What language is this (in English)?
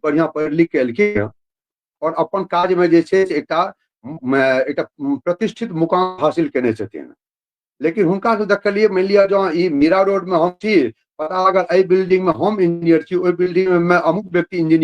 Maithili